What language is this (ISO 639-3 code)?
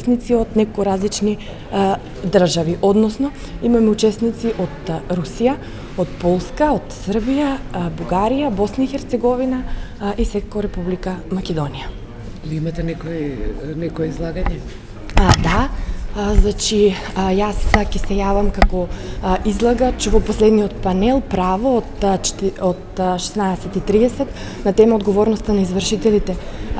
mkd